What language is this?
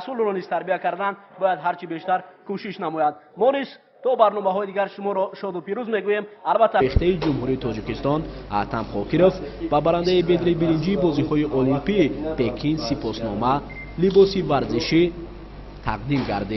Tajik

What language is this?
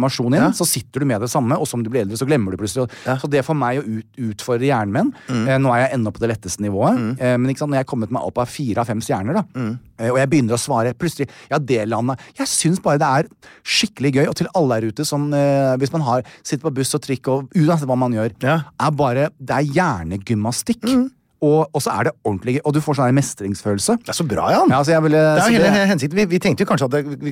Norwegian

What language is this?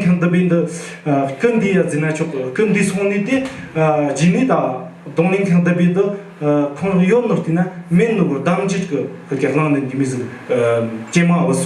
Tibetan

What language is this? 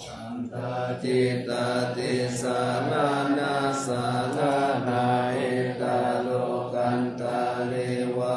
Pali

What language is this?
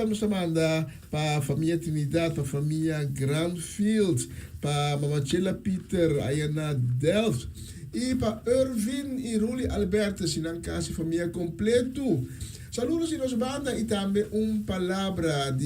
Papiamento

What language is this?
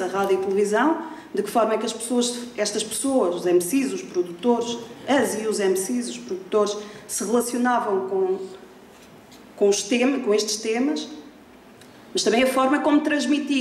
Portuguese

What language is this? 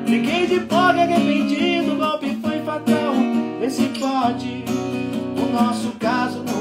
Portuguese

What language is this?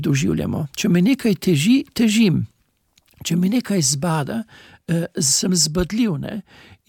Slovenian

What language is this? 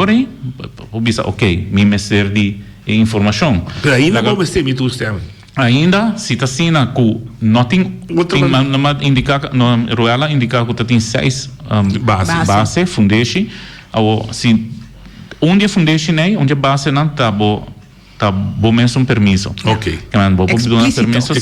Papiamento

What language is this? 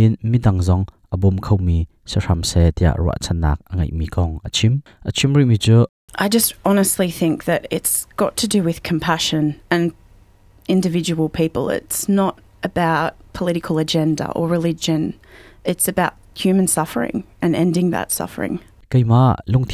Hakha Chin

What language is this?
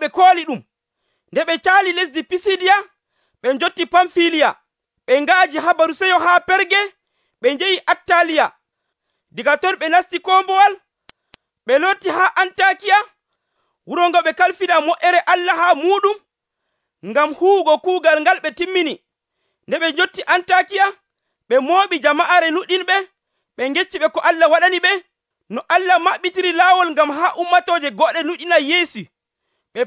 Nigerian Fulfulde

